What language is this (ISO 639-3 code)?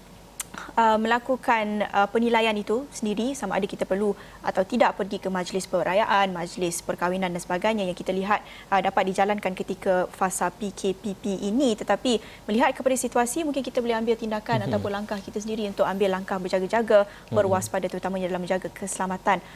msa